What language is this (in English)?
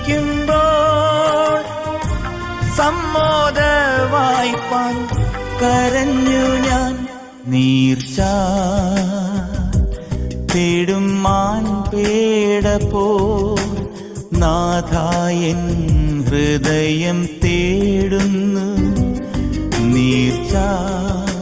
Malayalam